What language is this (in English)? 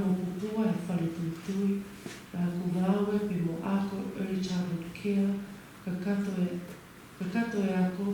Tongan